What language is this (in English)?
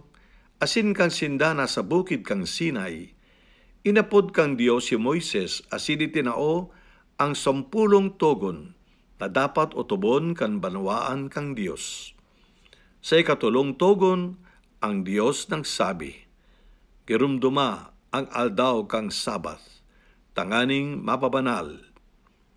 Bikol